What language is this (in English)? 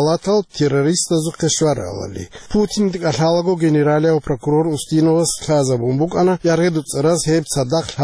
Avaric